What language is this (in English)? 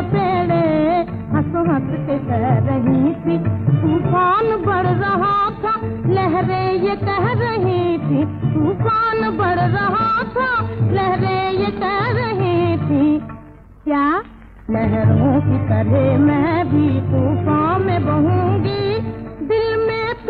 Hindi